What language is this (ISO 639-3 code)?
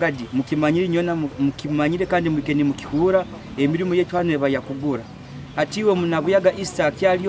nyn